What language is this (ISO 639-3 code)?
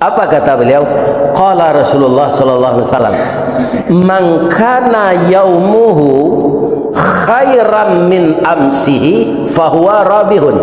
min